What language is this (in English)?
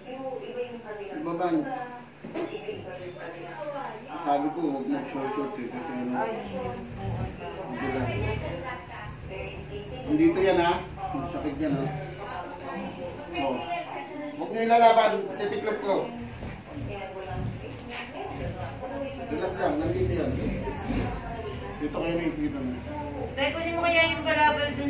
Filipino